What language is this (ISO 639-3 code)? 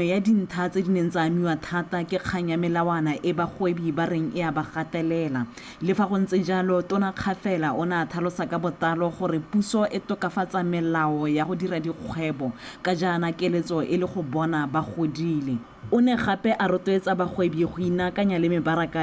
tsn